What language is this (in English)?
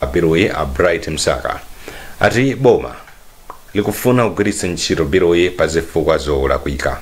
Nyanja